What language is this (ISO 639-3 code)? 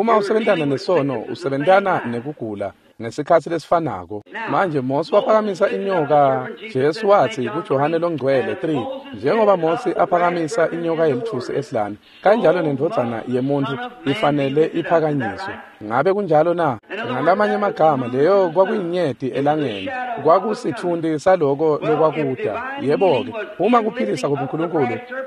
ssw